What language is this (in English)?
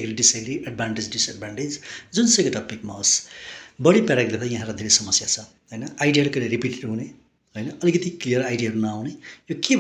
Nepali